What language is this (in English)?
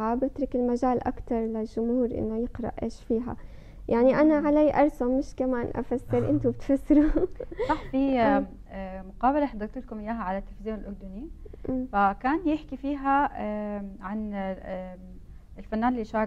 North Levantine Arabic